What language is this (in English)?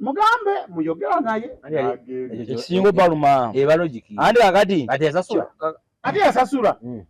Ganda